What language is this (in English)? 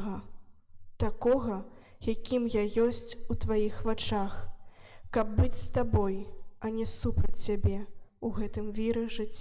Belarusian